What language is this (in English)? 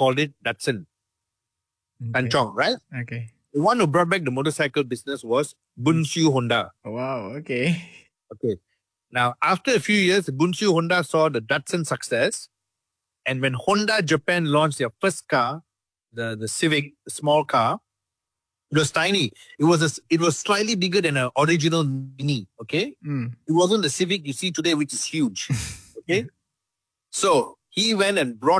English